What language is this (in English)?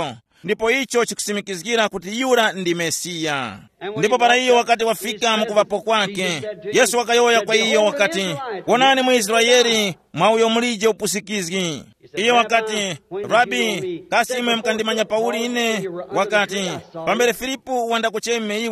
Tumbuka